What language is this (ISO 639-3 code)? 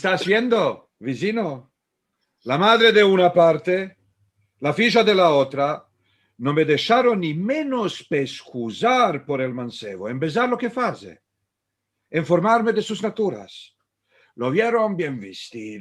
lad